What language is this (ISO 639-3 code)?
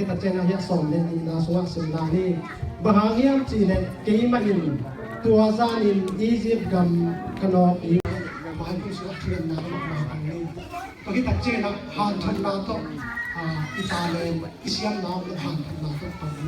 ctd